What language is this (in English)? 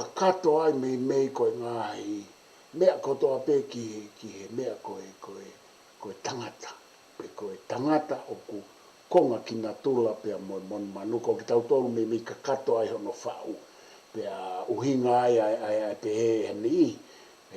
Tongan